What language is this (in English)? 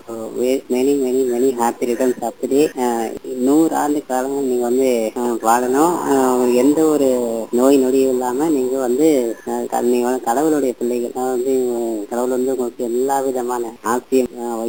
Tamil